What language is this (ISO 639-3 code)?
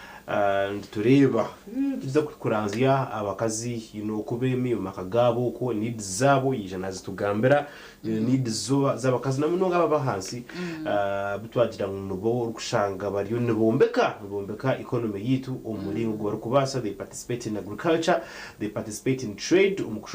nyn